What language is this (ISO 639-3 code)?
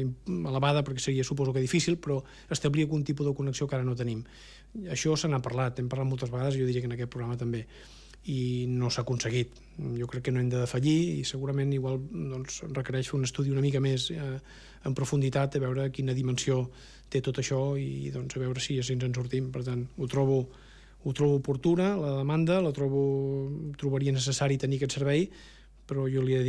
cat